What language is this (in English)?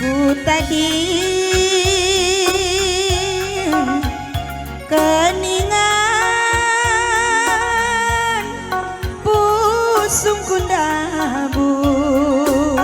Batak Karo